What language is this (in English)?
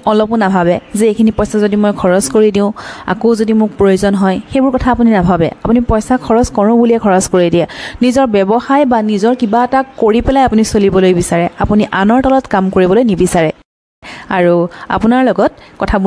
Assamese